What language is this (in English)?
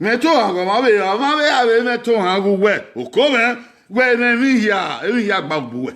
Bini